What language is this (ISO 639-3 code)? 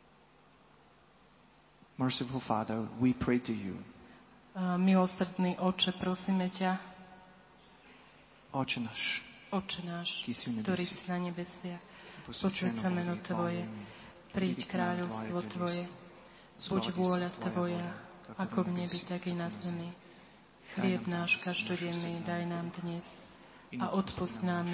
slk